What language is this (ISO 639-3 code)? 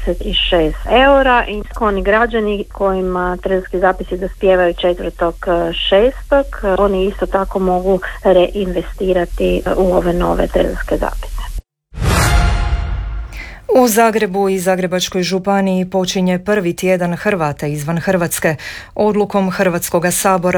hrv